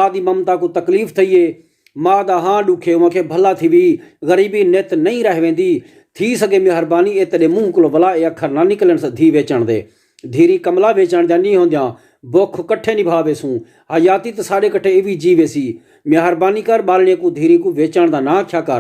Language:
Saraiki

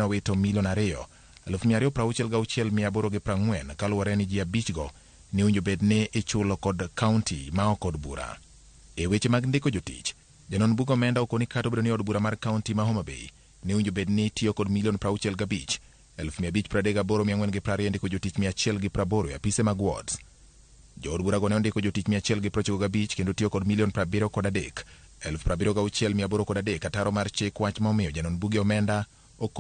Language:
Luo (Kenya and Tanzania)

